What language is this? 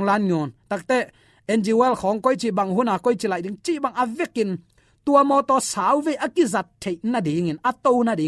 Tedim Chin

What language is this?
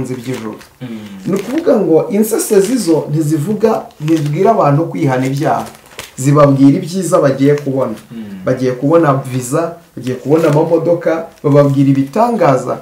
Kinyarwanda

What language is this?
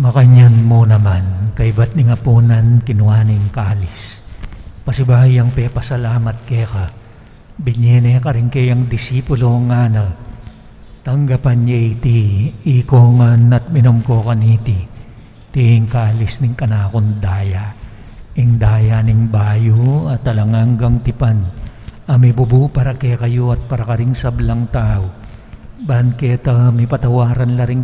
Pampanga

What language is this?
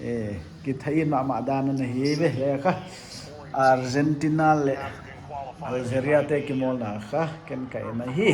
Paite Chin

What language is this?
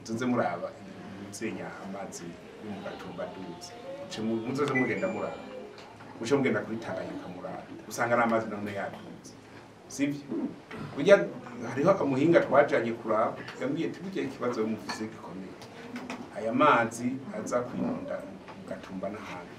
Rundi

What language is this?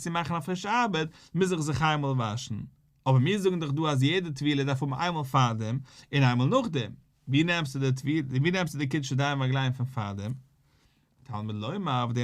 Yiddish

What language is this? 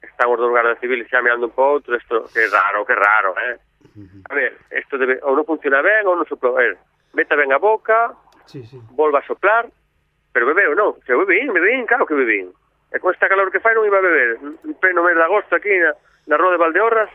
Galician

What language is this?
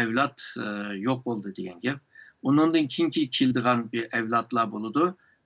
Uyghur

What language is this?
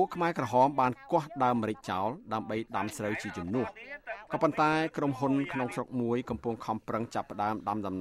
Khmer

